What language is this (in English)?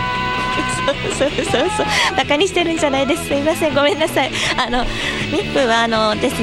Japanese